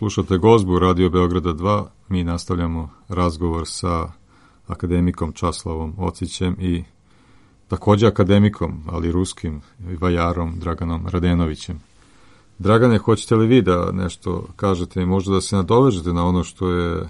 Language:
Serbian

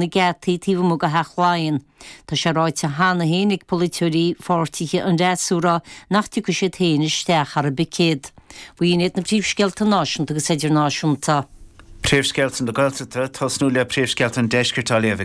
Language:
Irish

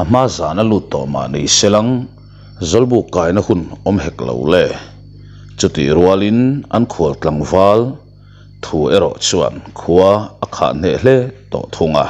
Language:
Mizo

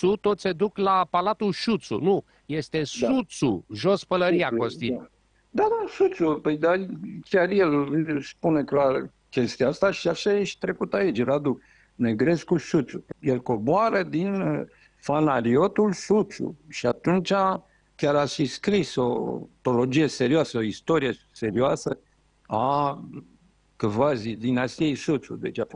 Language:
Romanian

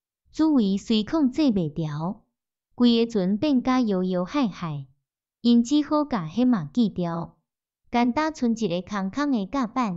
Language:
Min Nan Chinese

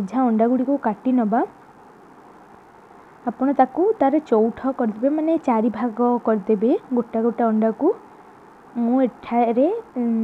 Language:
Odia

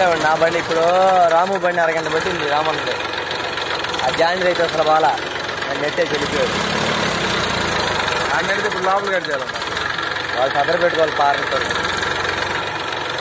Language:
Telugu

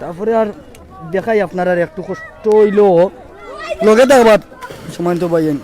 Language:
Sylheti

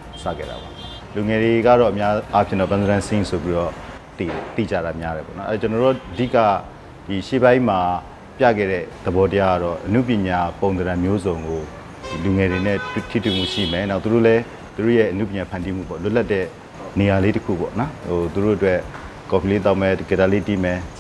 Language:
Burmese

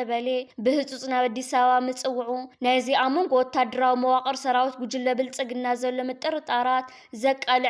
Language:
Tigrinya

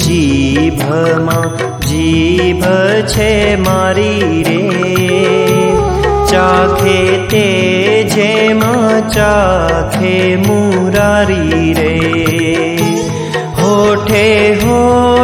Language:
Gujarati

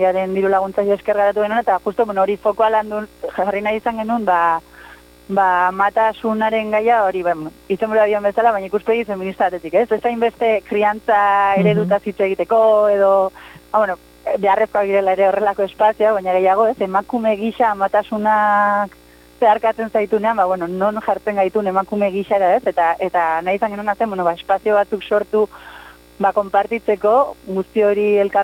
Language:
Basque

